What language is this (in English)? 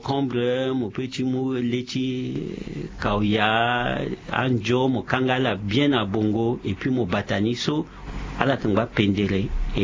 Sango